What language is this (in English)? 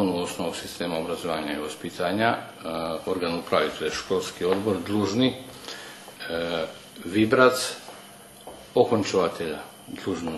Rusyn